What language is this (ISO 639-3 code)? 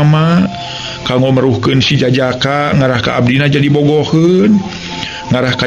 sun